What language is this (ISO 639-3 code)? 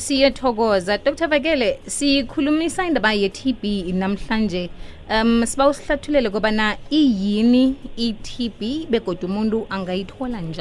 nbl